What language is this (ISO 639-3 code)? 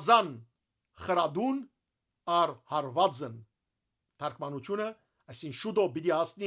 hyw